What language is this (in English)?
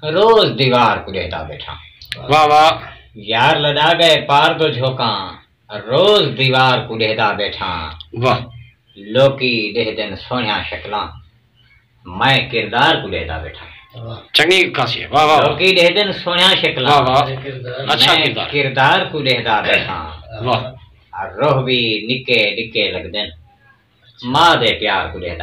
Saraiki